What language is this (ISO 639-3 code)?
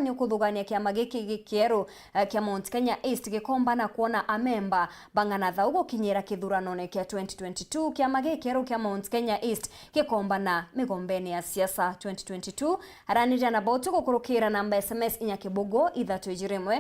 mer